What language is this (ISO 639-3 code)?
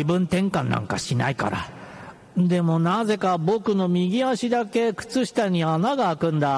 jpn